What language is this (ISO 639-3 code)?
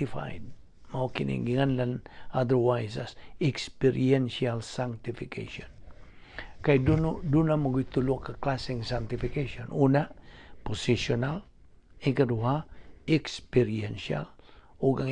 ceb